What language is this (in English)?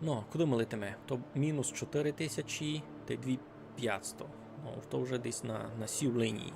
Rusyn